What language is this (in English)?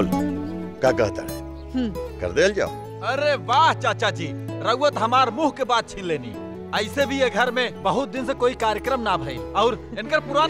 Bhojpuri